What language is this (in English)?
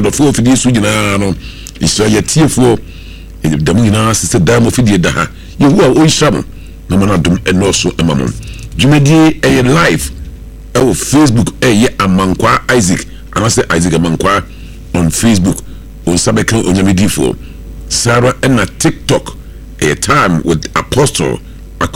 Akan